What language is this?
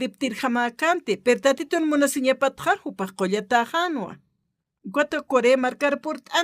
Aymara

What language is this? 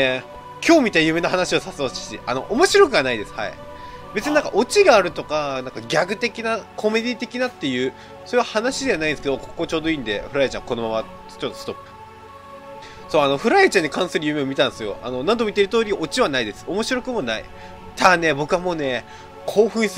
Japanese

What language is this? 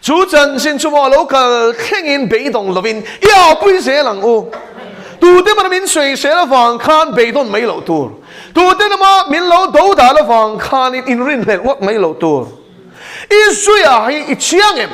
Mizo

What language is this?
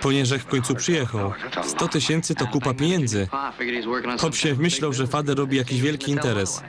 Silesian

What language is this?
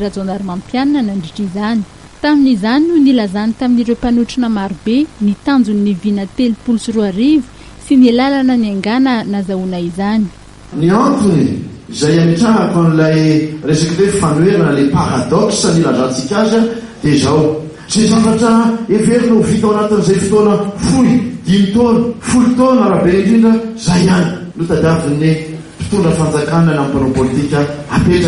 Malagasy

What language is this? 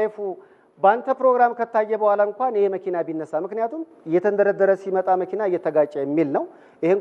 Amharic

